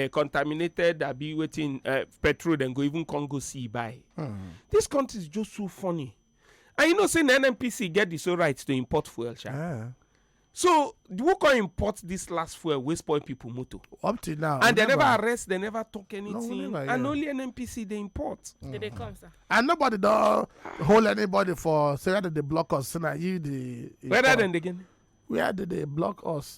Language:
Nigerian Pidgin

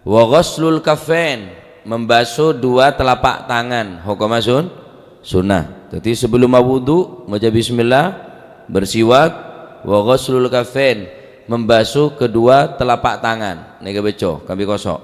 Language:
Madurese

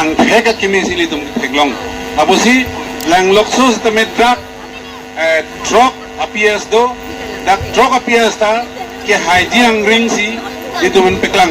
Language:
Karbi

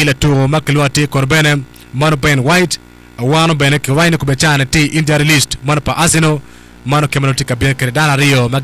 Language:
Acoli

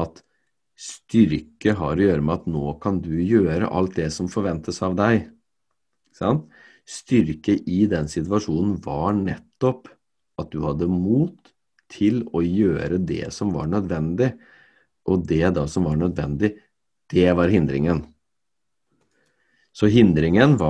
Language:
Norwegian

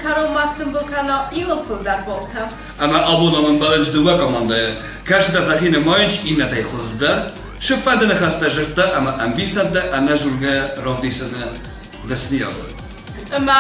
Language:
Ossetic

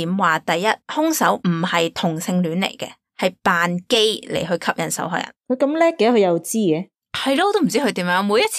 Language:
Cantonese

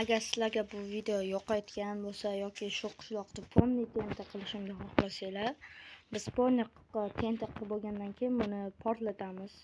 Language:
Uzbek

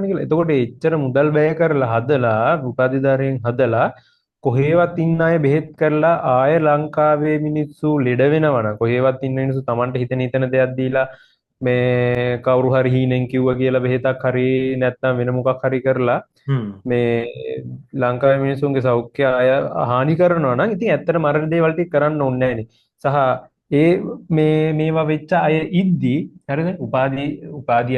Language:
Sinhala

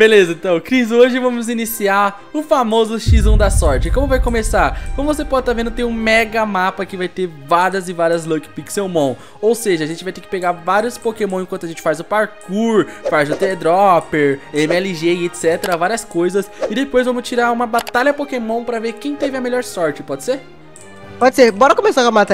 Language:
Portuguese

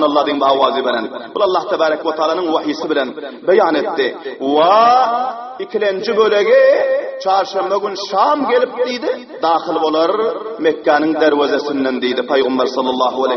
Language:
Turkmen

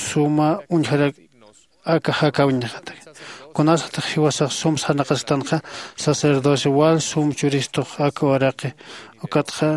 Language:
Aymara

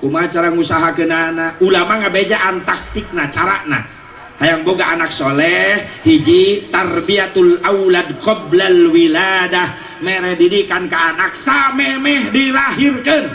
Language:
Sundanese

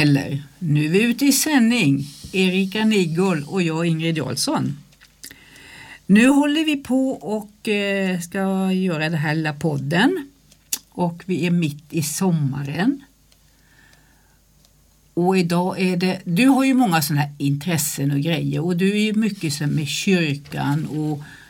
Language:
Swedish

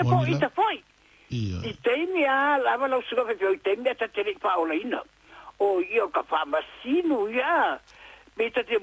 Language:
Samoan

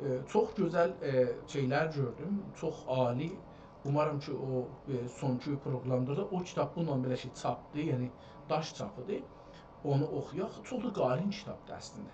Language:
South Azerbaijani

